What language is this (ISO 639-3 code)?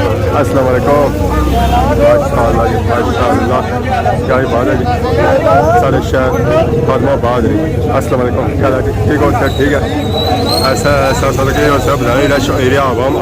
phr